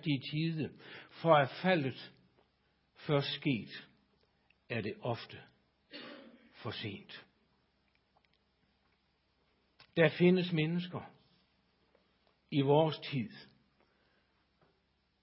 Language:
Danish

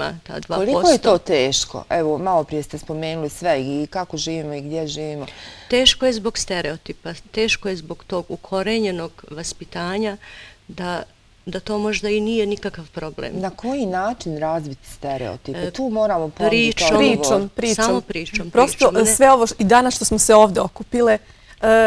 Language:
Bosnian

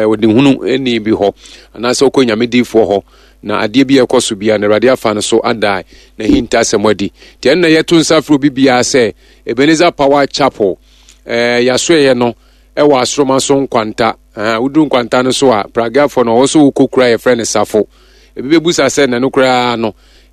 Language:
Akan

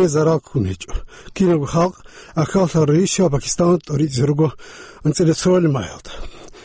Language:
Avaric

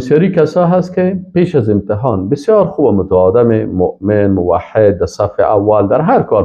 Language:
Persian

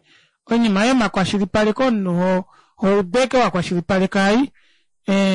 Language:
Kuanyama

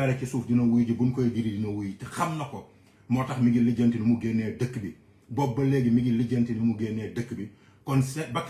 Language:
Wolof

